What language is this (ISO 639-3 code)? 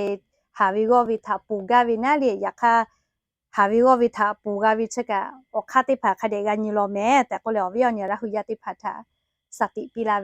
lhu